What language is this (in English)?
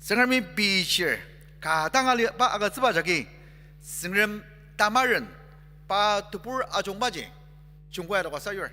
Ao Naga